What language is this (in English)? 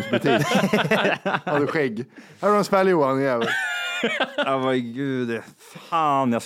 Swedish